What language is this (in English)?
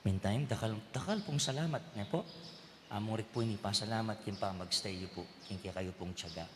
Pampanga